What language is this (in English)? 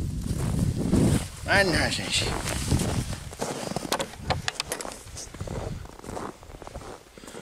Finnish